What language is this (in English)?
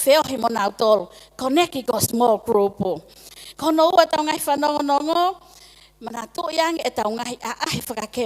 Tongan